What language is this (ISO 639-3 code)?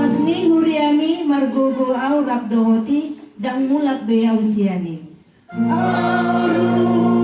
bbc